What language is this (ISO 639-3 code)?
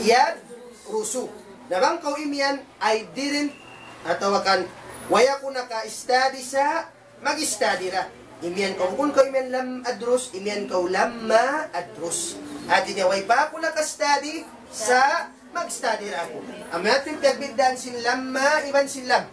tsg